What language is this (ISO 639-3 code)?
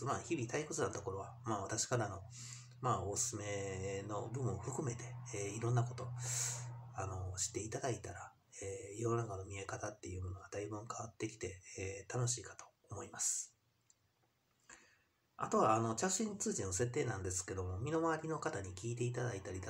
jpn